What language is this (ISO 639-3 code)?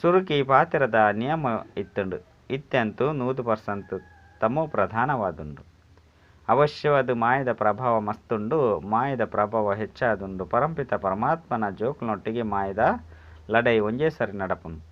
tcy